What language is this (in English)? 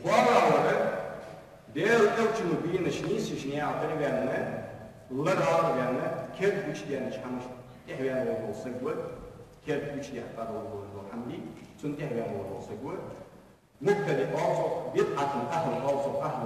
Ingush